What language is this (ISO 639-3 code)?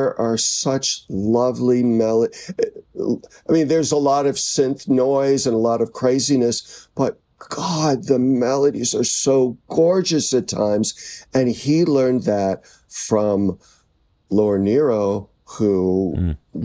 eng